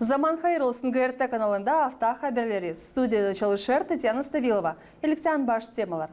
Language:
Gagauz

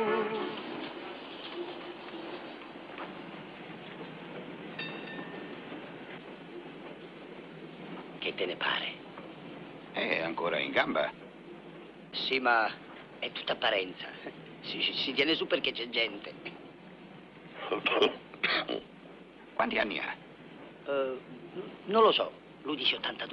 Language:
Italian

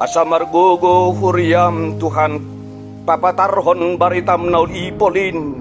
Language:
Batak Toba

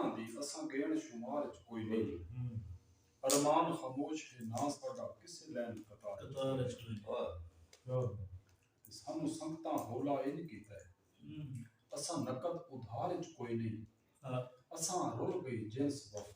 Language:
Saraiki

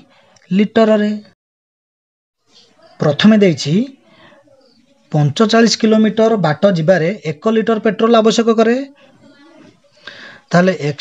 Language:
Odia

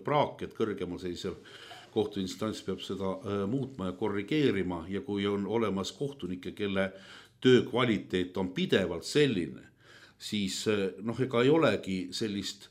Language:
Estonian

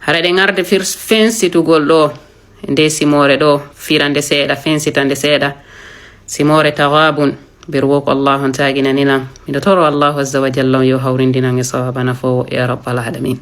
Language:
Fula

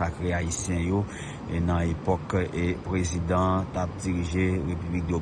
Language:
Haitian Creole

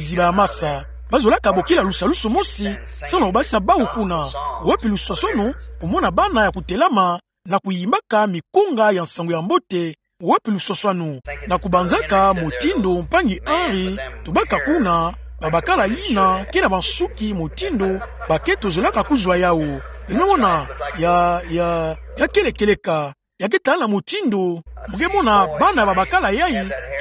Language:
Kituba (Democratic Republic of Congo)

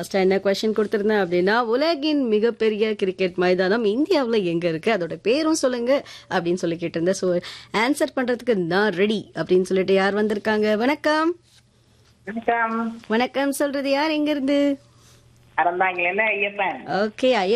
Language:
Tamil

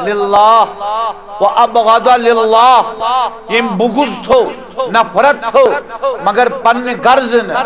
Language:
Kashmiri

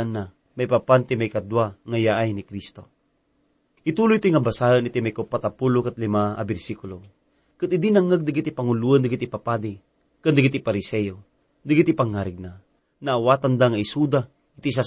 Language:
Iloko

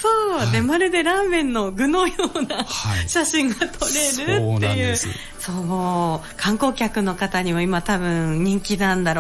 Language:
Japanese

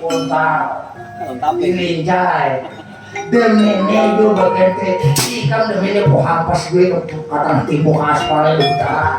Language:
Banjar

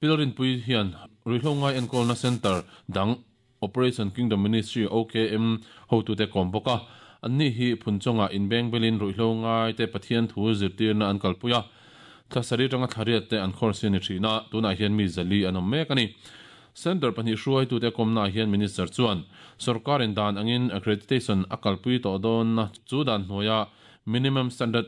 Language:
Mizo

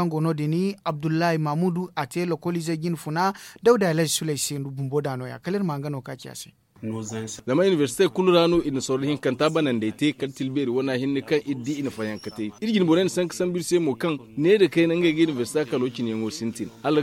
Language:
Zarma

